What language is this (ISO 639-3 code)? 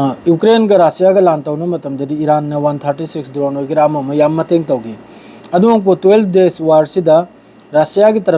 mni